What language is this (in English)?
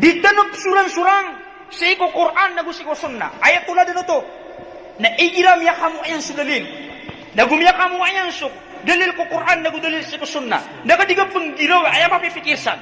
Maranao